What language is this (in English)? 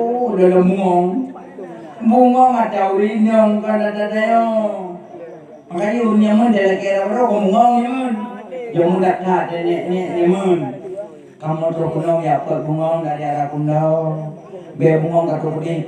Achinese